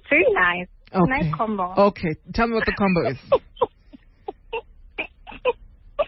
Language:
English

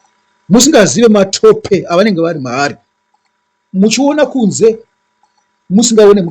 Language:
Shona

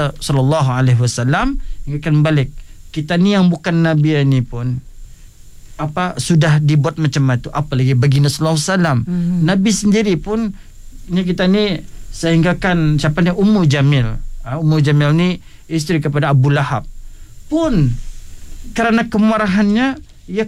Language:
Malay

